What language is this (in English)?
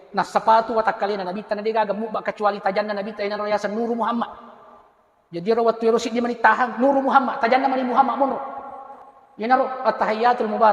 Buginese